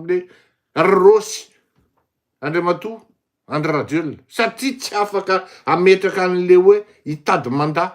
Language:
Malagasy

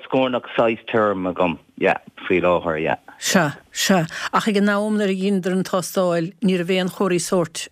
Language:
Irish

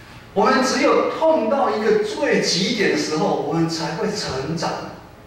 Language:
Min Nan Chinese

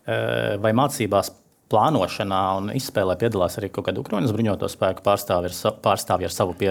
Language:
Latvian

